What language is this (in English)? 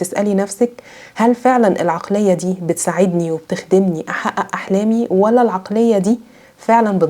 Egyptian Arabic